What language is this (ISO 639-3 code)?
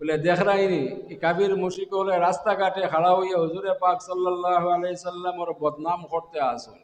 syl